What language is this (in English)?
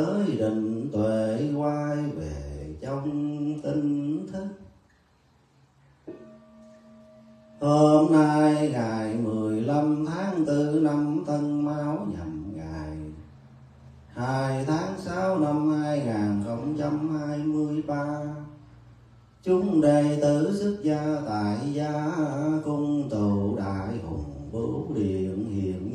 Vietnamese